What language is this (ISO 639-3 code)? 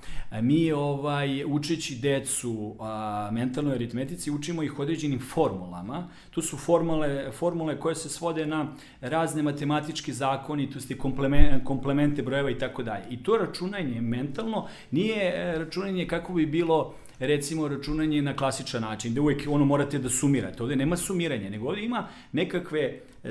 srp